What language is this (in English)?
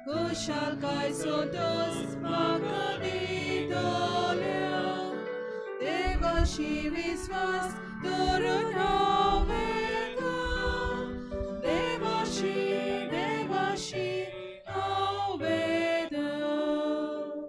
Konkani